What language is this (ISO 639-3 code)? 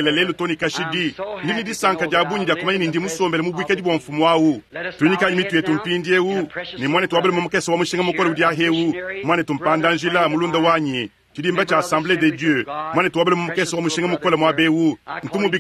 lua